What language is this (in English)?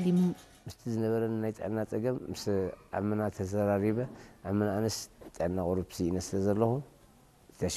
Tigrinya